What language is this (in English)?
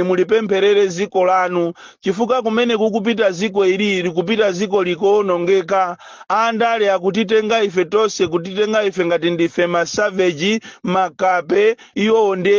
Nyanja